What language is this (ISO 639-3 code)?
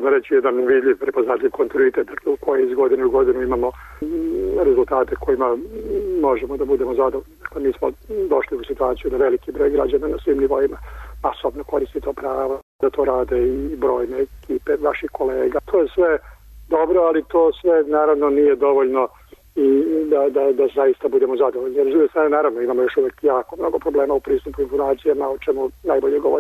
srp